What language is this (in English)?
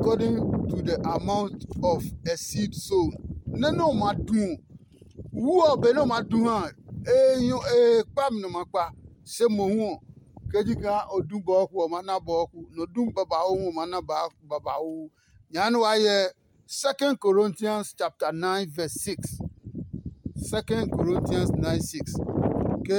Adangme